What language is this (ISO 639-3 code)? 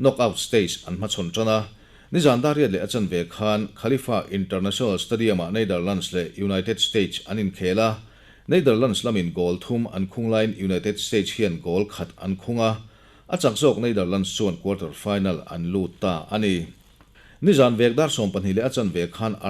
lus